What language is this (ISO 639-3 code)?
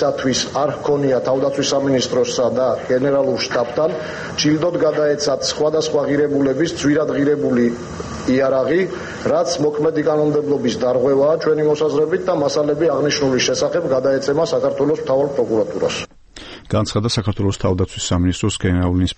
kat